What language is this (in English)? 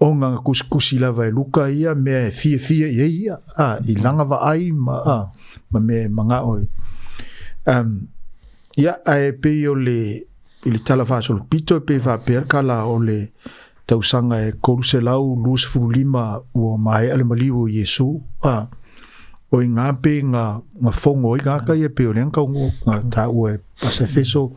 Samoan